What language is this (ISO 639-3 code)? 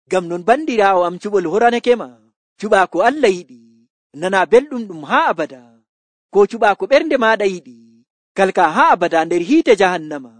fuv